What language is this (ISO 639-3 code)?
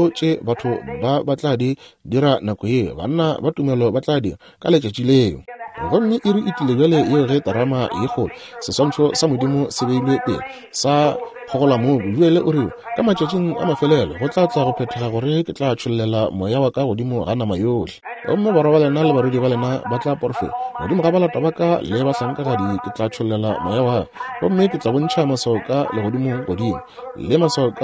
nso